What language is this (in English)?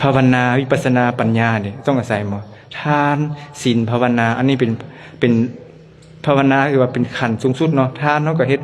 Lao